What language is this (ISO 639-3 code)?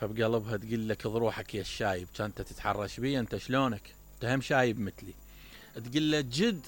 acm